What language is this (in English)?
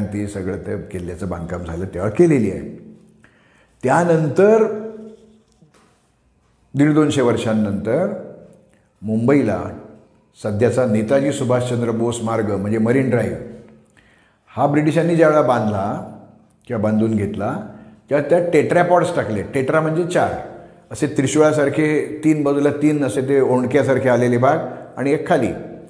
Marathi